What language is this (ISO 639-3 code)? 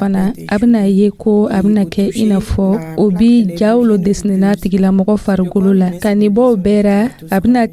dyu